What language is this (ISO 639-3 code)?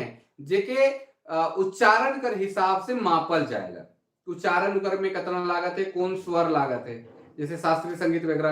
sck